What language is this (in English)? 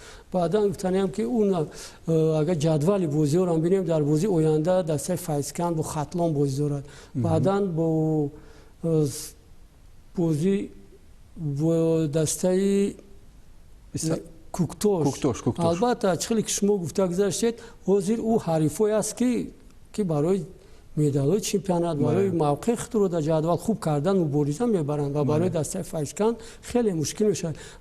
Tajik